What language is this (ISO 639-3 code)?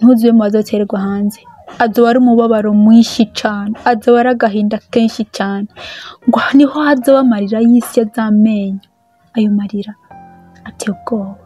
run